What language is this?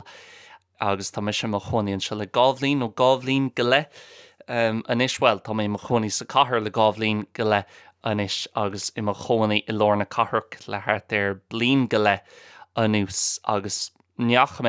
Irish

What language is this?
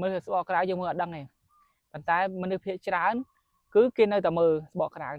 Khmer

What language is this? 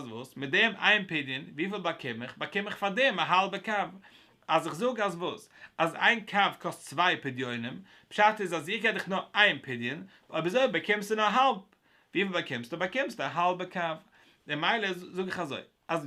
Yiddish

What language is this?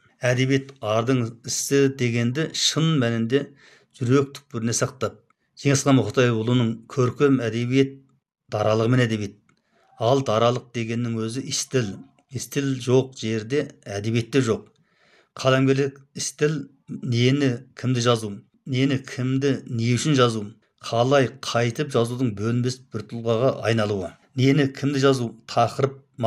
Kazakh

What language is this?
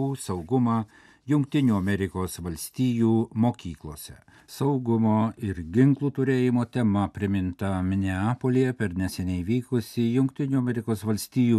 Lithuanian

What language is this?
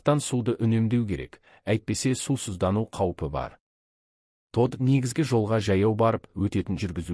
Kazakh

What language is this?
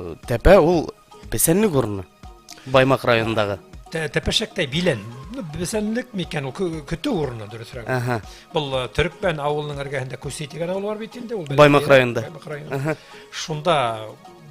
Bashkir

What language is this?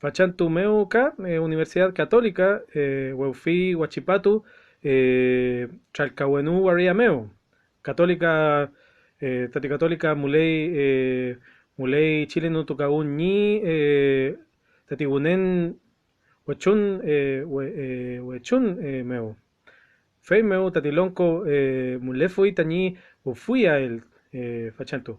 Mapuche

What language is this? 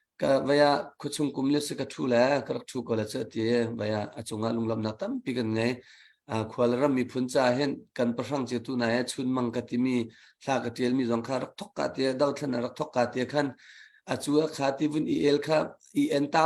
Hakha Chin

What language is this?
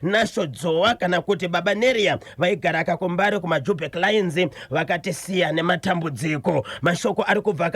Shona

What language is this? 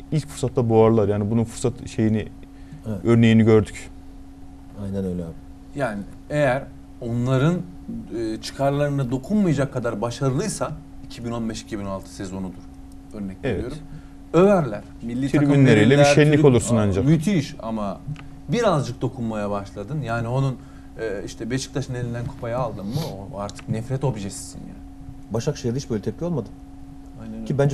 Turkish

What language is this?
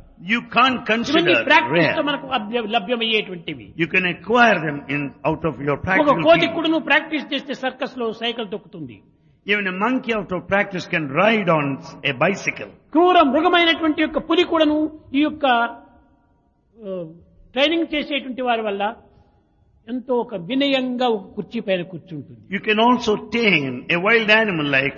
Telugu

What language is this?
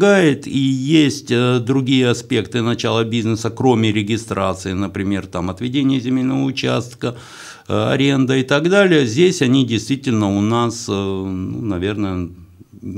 Russian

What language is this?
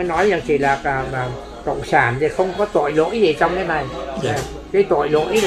Vietnamese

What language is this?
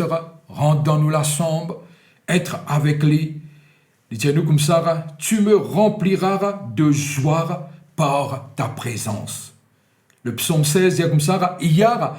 Morisyen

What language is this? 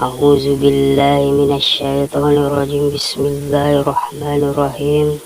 Buginese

